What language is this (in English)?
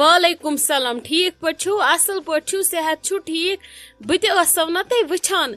Kashmiri